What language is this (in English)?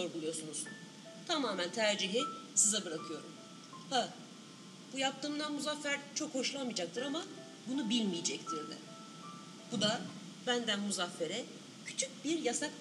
Turkish